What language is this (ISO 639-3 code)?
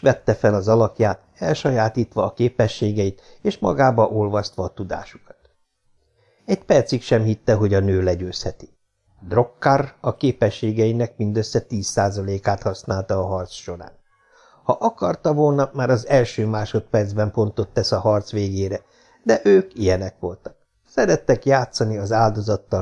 hun